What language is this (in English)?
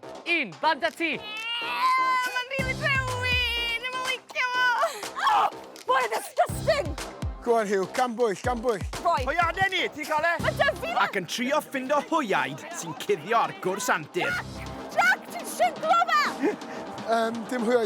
Welsh